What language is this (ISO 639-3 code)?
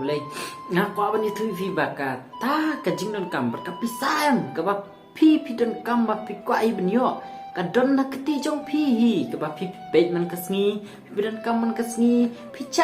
kha